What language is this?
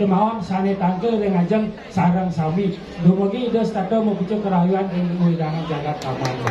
Balinese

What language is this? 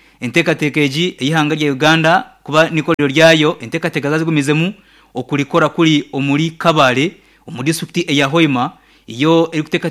Nyankole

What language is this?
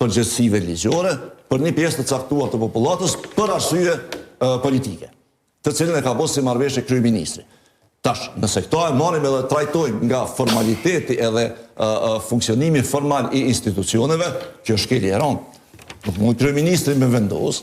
Albanian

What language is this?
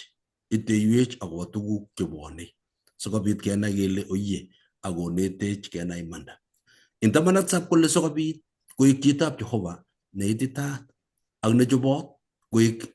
Kalenjin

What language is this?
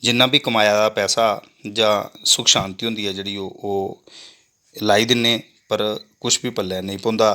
Dogri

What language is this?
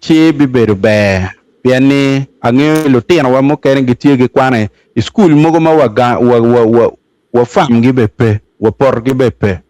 Acoli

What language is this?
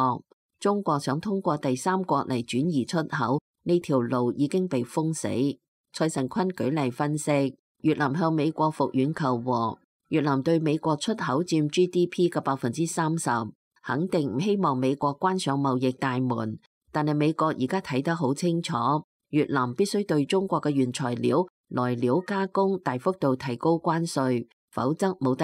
Cantonese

